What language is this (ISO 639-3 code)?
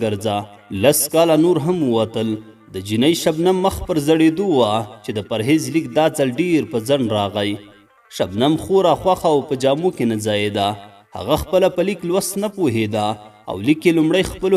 pus